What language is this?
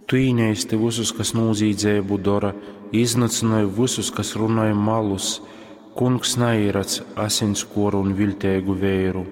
Latgalian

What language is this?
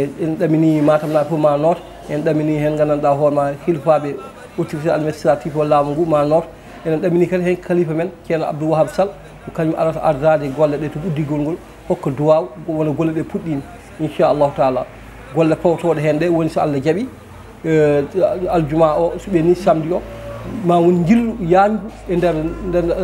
Fula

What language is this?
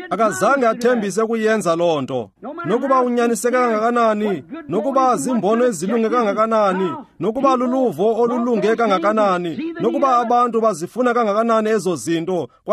Xhosa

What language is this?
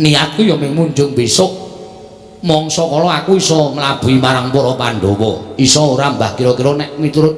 Javanese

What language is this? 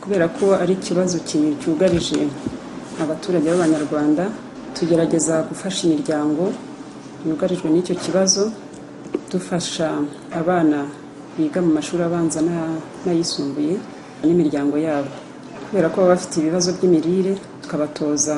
Kinyarwanda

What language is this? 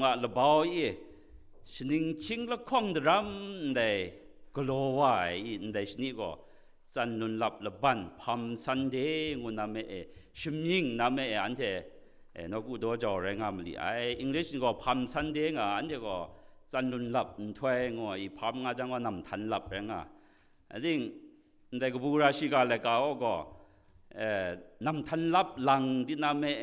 Kachin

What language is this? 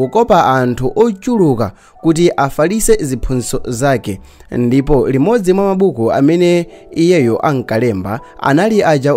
Nyanja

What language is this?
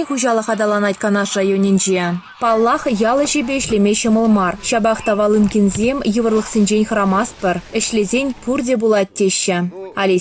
Chuvash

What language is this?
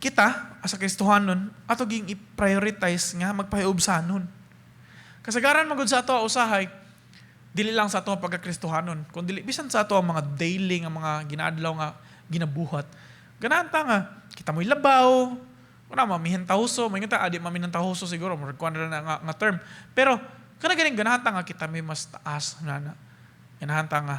Cebuano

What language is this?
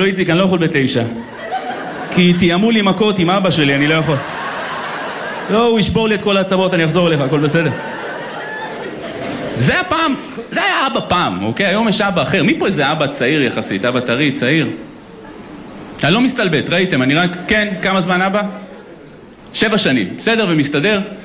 Hebrew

